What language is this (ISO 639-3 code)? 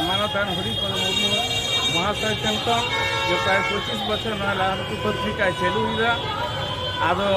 sat